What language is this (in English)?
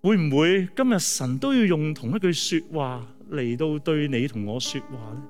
Cantonese